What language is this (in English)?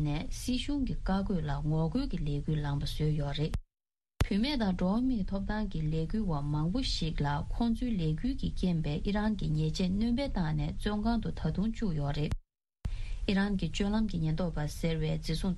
Tibetan